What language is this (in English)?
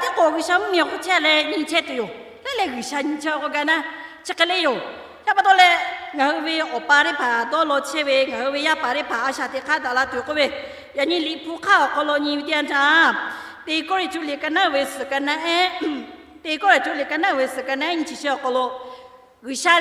Lahu